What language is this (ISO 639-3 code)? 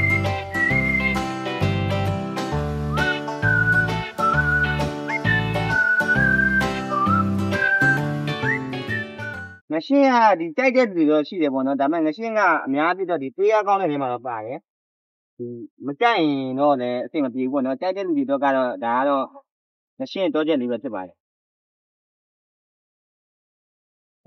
mya